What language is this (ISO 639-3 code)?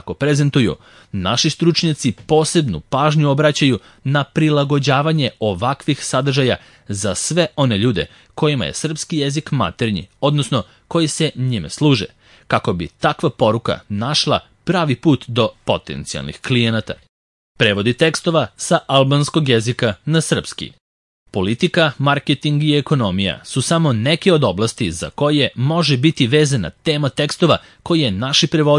srp